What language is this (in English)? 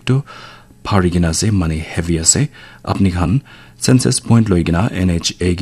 Naga Pidgin